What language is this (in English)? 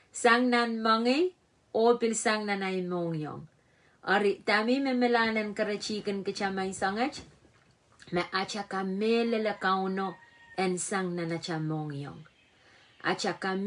Pohnpeian